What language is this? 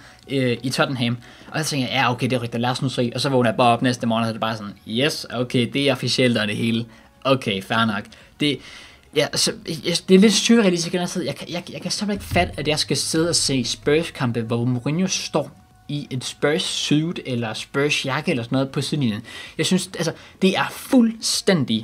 Danish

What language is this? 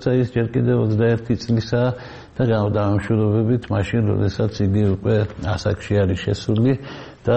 Georgian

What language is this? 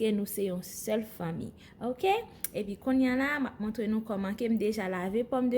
Haitian Creole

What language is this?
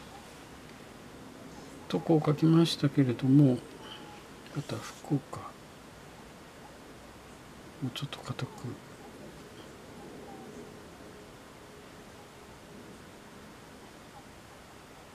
Japanese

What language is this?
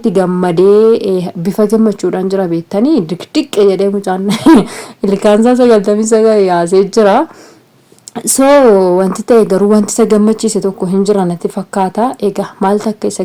Oromo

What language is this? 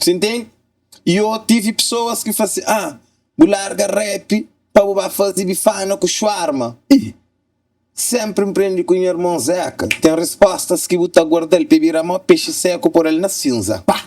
Kabuverdianu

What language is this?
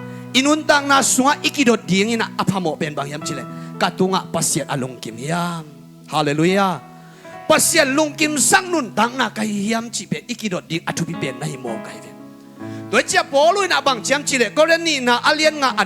Tedim Chin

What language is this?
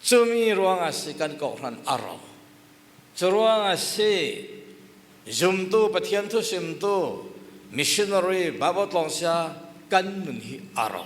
Falam Chin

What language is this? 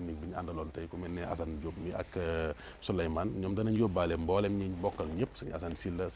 Wolof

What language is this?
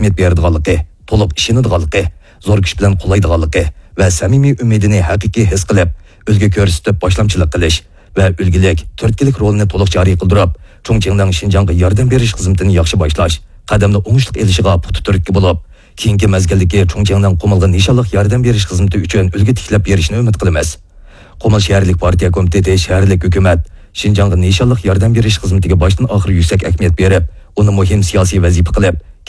Uyghur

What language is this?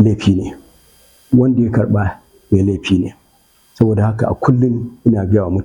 Hausa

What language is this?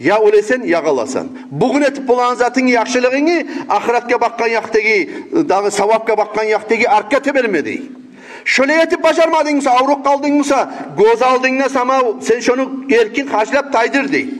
Kumyk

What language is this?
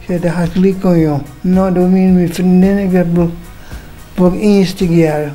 Western Frisian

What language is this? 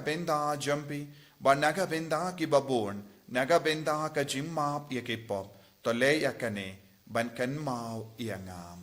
Khasi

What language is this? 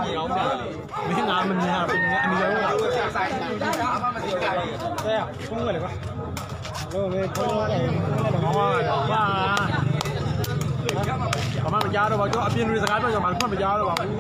Burmese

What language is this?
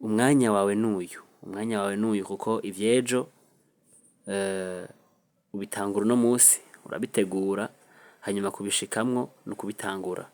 Rundi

